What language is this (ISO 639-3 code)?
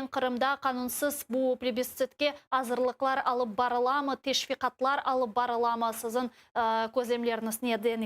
crh